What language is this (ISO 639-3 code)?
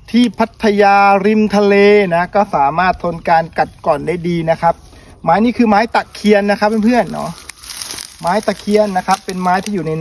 tha